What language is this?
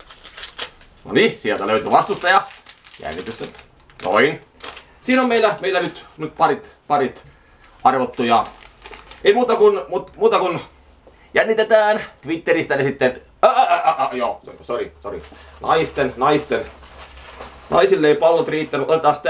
Finnish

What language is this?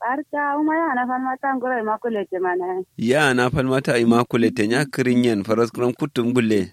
Kanuri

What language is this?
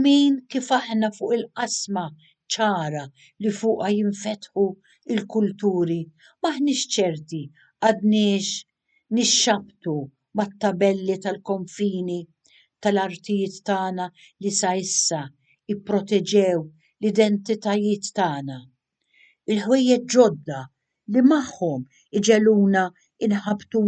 Maltese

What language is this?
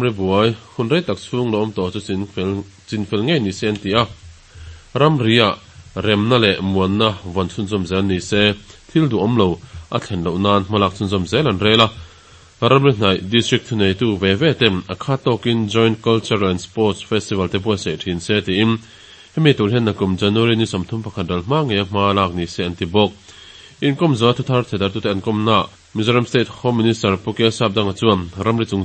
Mizo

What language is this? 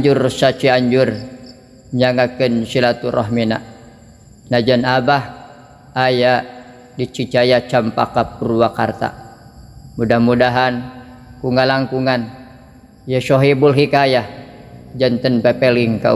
Sundanese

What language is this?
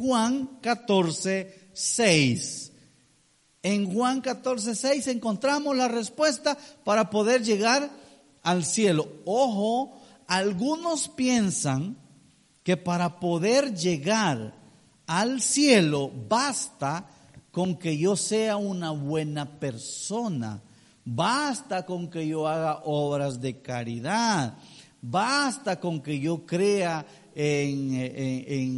Spanish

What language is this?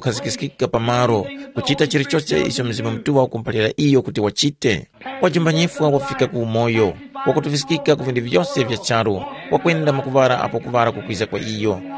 Tumbuka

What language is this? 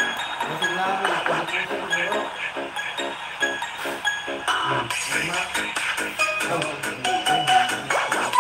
Filipino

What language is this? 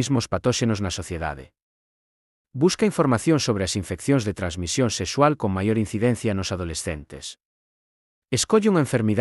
Galician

